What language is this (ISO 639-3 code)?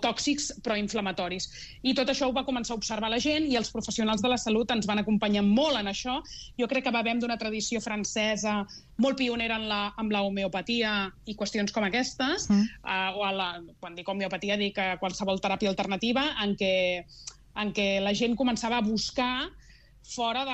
cat